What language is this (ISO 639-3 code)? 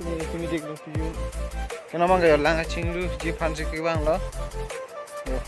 mjw